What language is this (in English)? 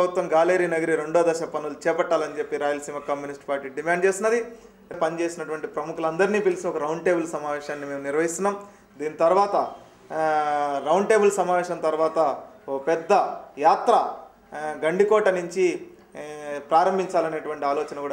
Telugu